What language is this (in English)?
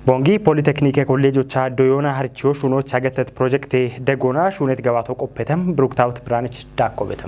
Kafa